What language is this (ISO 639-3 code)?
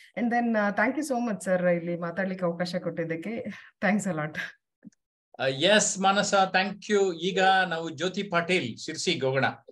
kan